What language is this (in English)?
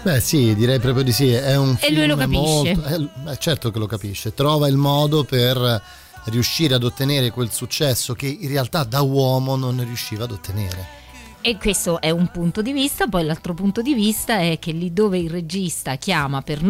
Italian